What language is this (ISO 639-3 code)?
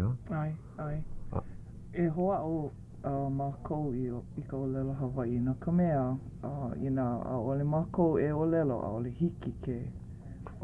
haw